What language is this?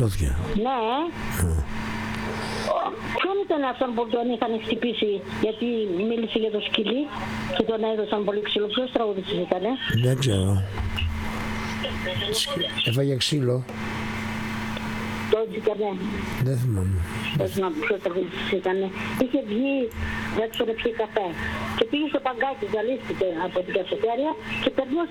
Greek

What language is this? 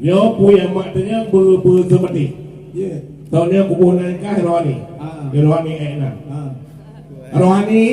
Achinese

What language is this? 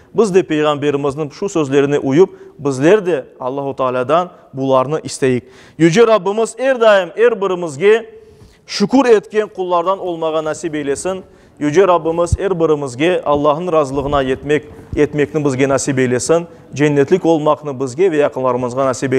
Crimean Tatar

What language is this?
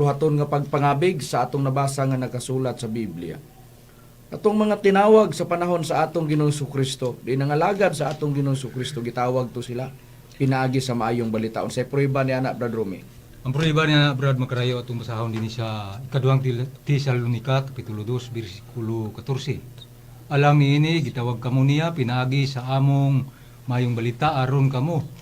Cebuano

